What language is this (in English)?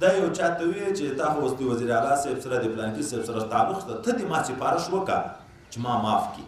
Pashto